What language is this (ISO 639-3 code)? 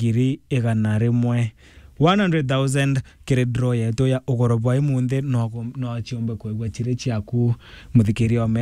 mer